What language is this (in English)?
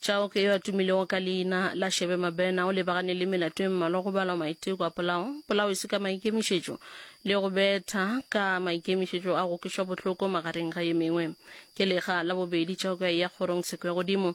Northern Sotho